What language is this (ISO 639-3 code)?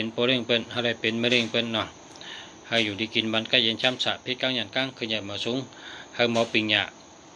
shn